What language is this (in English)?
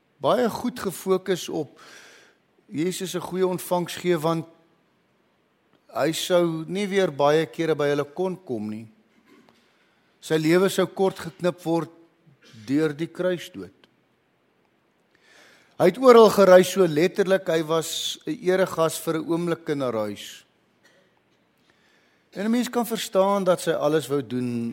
Afrikaans